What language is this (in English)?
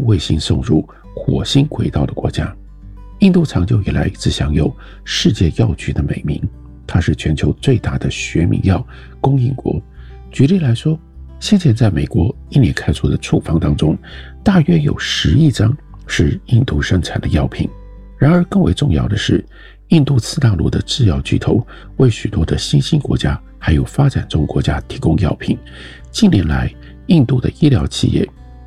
Chinese